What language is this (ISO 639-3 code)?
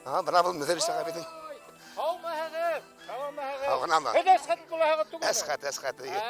bak